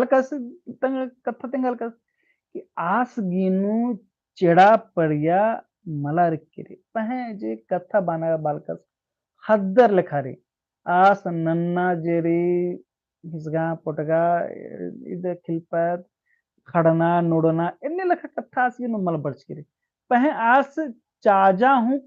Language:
Kurukh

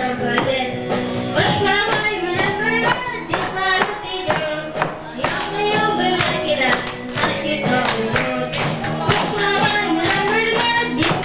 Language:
Bashkir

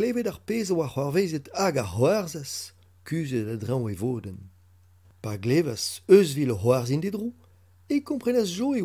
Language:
Breton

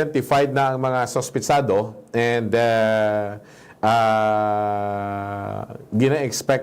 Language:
Hiligaynon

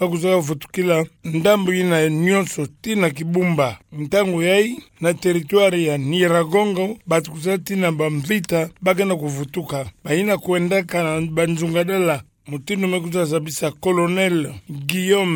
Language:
Kituba (Democratic Republic of Congo)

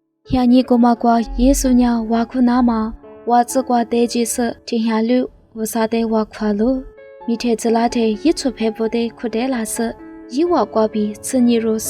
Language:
Lisu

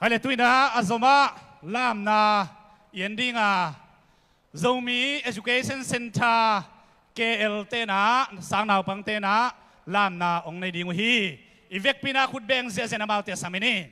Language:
Tedim Chin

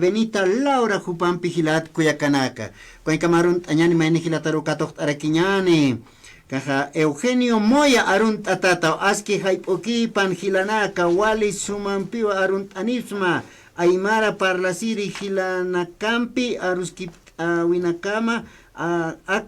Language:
Aymara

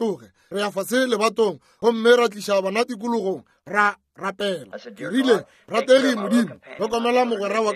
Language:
Northern Sotho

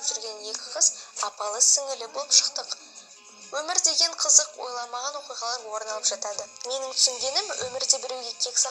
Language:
Kazakh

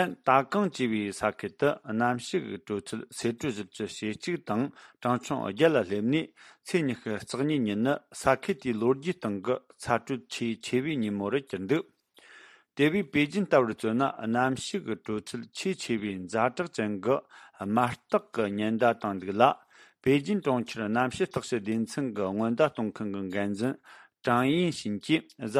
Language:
Tibetan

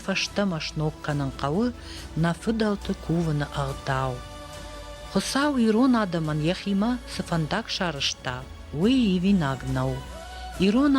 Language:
Ossetic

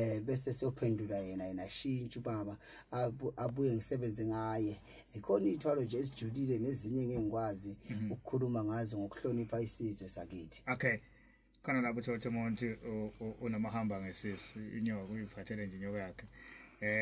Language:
Zulu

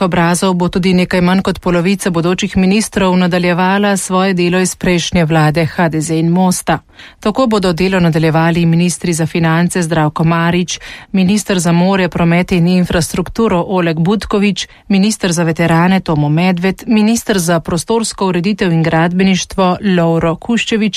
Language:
Slovenian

